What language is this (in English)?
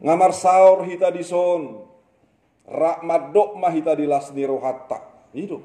Batak Toba